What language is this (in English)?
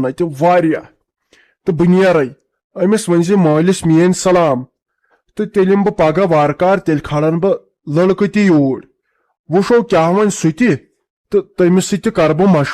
Kashmiri